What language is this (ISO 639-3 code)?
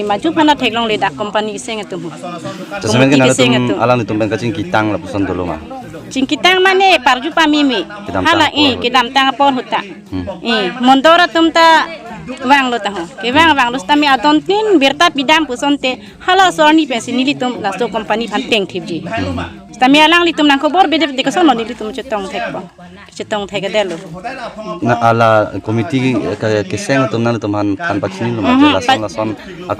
mjw